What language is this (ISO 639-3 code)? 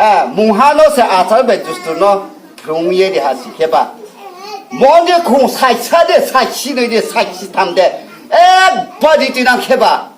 ria